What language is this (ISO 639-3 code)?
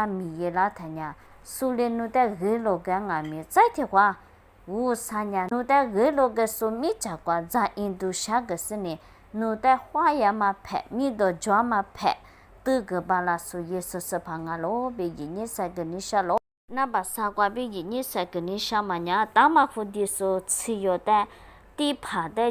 lis